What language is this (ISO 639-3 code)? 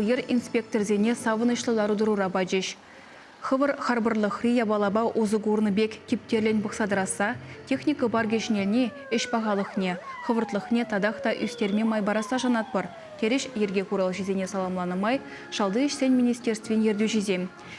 chv